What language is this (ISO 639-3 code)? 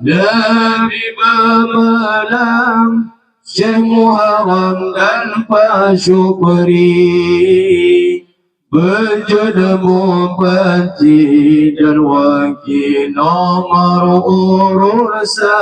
ace